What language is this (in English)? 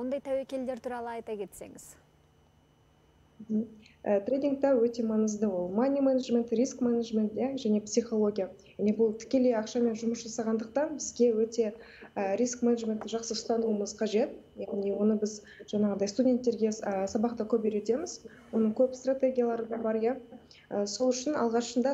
Kazakh